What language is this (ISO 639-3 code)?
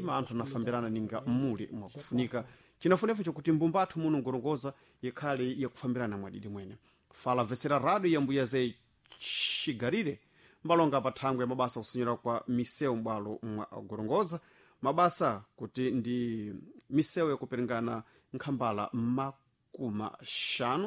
seh